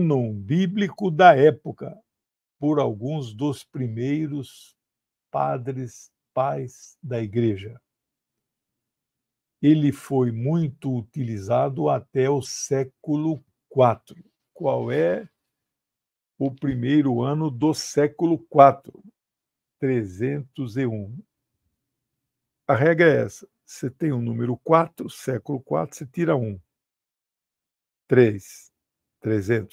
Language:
Portuguese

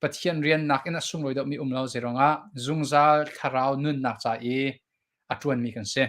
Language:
Hakha Chin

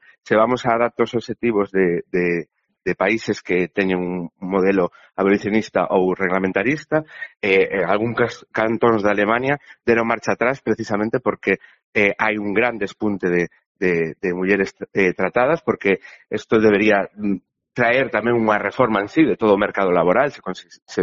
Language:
Galician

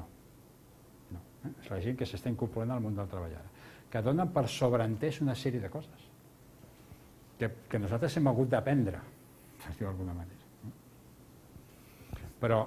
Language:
Catalan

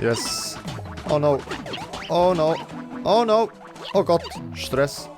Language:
Swiss German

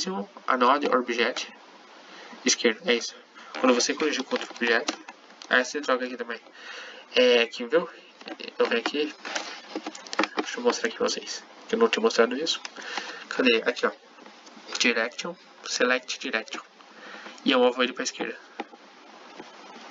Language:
Portuguese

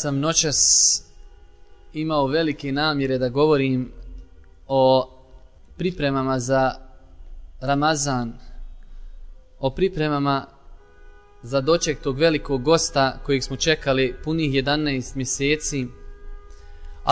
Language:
Bosnian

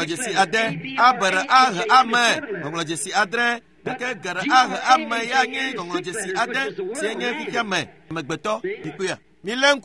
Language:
Ewe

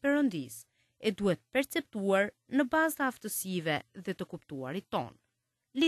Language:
Albanian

